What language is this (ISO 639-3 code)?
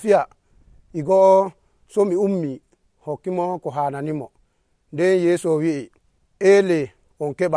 fuv